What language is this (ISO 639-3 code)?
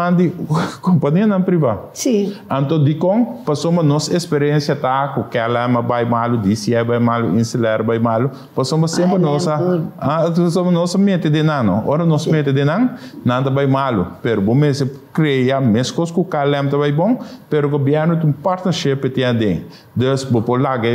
pap